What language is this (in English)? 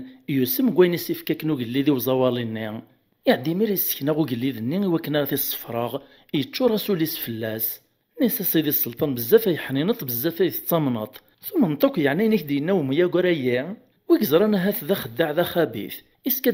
Kabyle